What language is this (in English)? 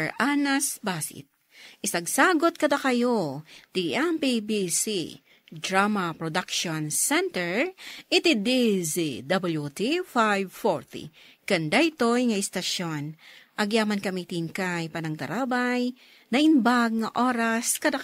Iloko